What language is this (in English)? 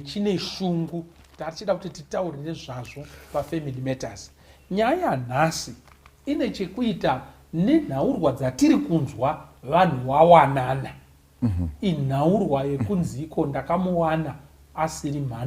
Shona